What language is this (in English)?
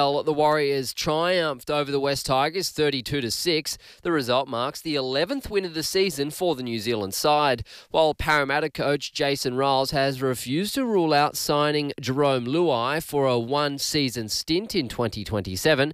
English